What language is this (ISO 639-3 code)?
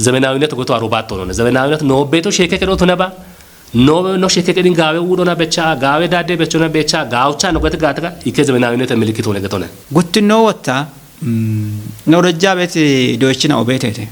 kbr